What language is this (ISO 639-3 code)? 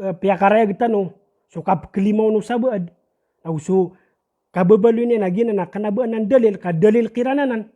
mrw